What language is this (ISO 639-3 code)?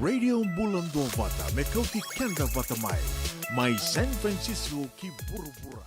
fij